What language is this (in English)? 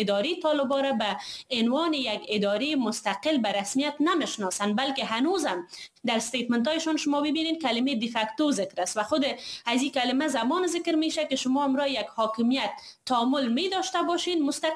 Persian